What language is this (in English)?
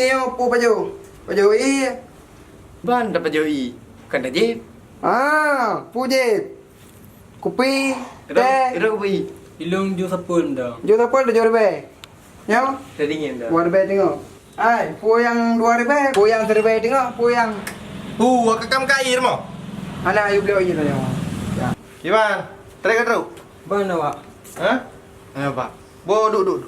Achinese